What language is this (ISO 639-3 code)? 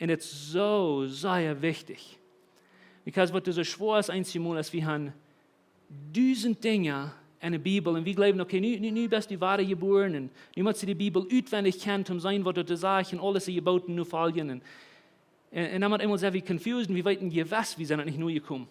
pdt